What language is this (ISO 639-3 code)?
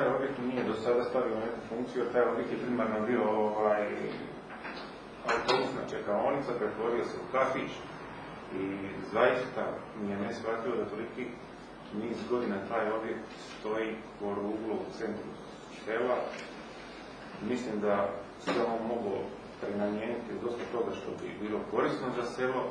hrv